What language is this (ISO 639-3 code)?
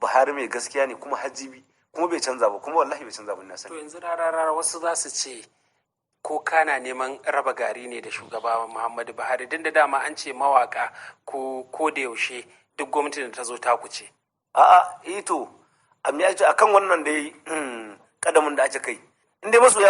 hau